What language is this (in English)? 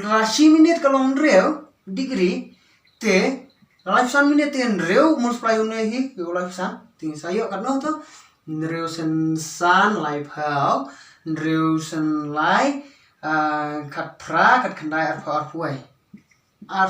Khasi